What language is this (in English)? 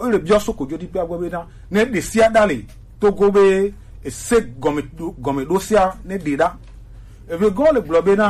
Gen